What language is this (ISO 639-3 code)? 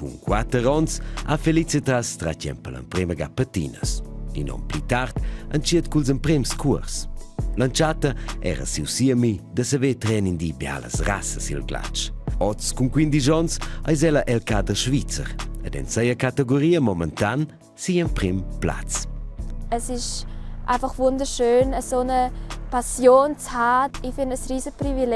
roh